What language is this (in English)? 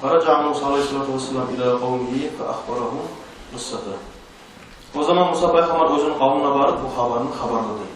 Kumyk